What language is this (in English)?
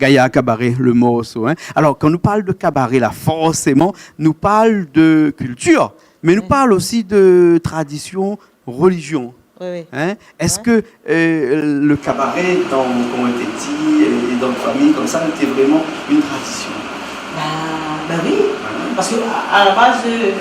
Réunion Creole French